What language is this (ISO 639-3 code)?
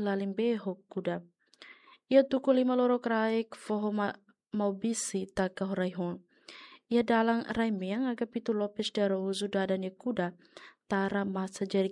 tet